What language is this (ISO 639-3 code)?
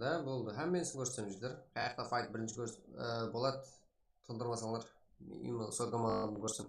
kaa